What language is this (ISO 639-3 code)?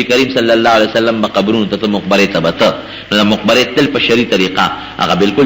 pus